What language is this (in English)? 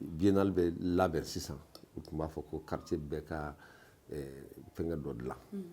Bambara